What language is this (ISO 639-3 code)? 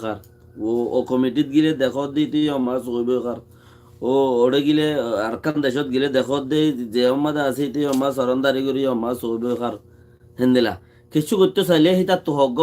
rhg